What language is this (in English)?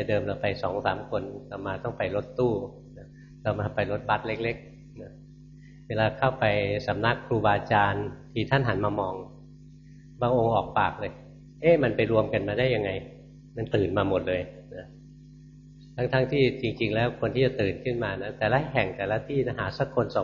Thai